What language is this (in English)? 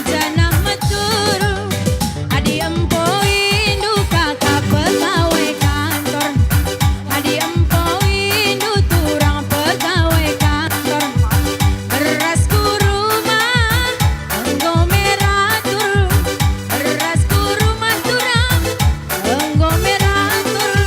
Batak Karo